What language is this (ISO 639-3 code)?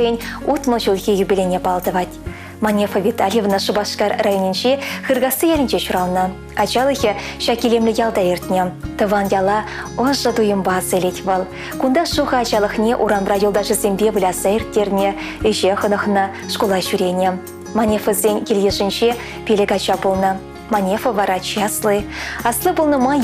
chv